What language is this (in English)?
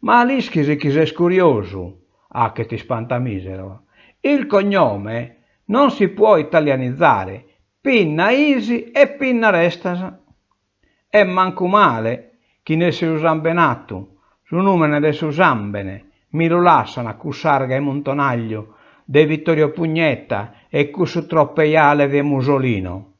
Sardinian